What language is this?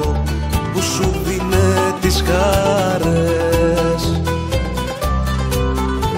Greek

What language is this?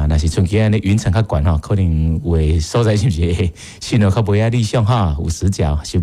Min Nan Chinese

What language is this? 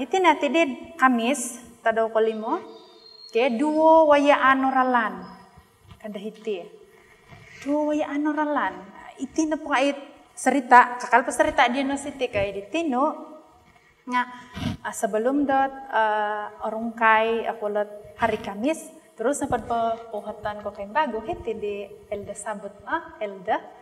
Central Dusun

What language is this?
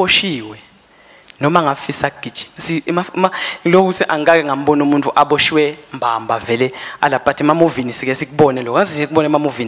Swati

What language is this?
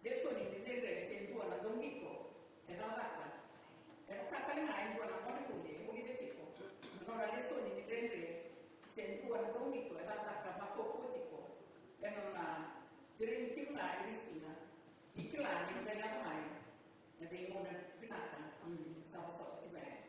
Fijian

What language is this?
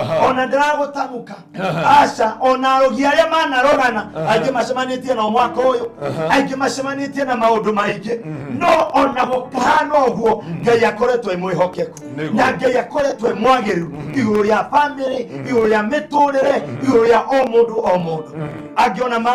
Kikuyu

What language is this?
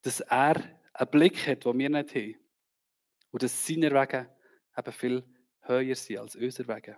Swiss German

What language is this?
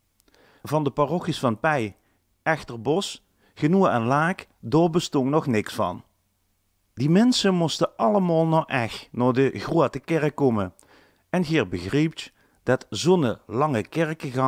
Limburgish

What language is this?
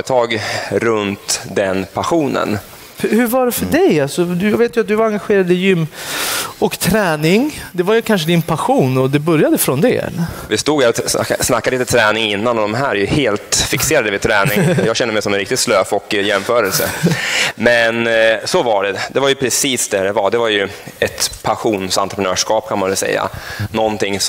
Swedish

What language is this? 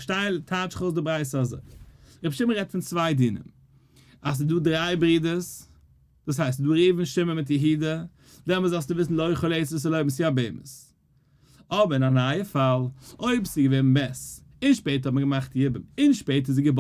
Yiddish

